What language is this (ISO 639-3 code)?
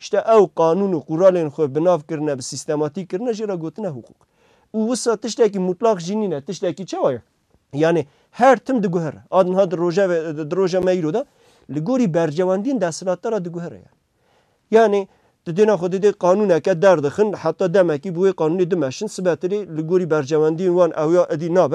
kur